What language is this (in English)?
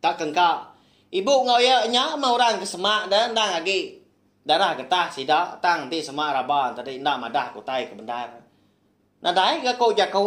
Iban